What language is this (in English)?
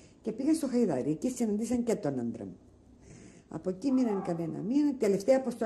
Greek